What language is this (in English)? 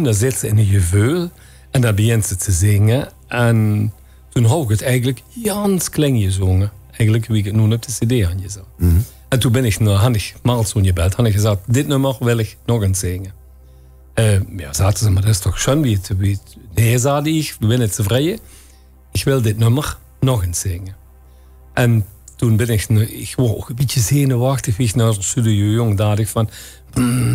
Limburgish